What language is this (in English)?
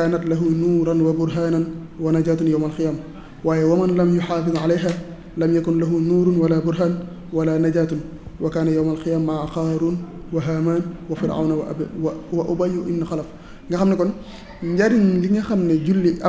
Wolof